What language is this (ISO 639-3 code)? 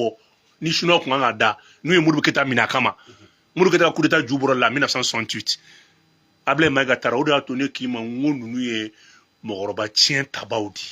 bam